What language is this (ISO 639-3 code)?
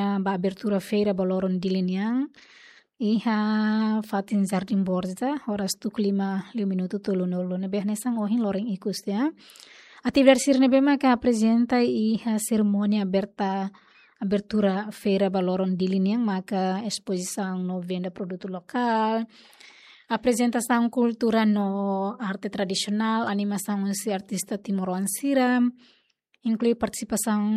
tet